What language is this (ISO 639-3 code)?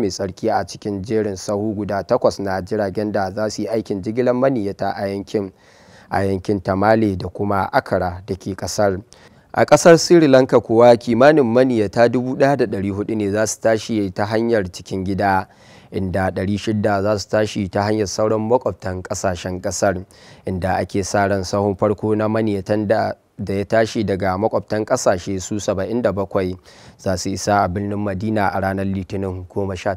hau